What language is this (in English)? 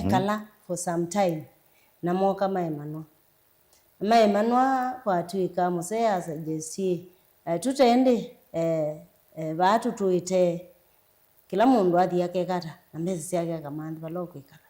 Kamba